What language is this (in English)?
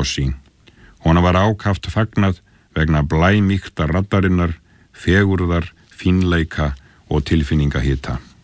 Icelandic